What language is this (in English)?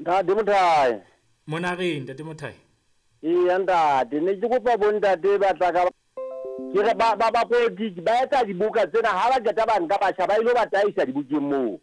Southern Sotho